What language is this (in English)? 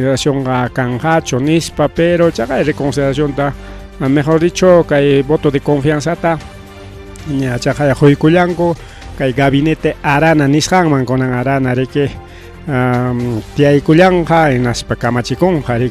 Ayacucho Quechua